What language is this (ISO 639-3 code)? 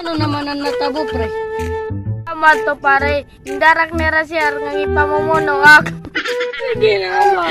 war